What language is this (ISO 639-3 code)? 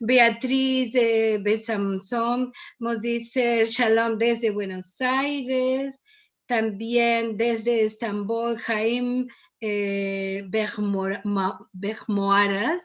lad